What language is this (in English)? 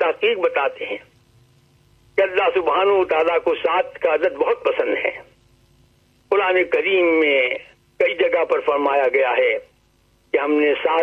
Urdu